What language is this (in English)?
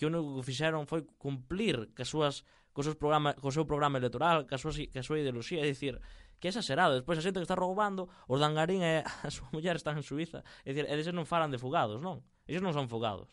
Galician